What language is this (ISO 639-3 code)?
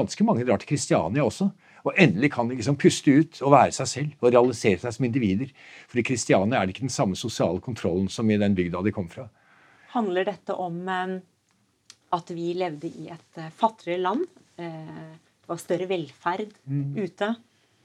nor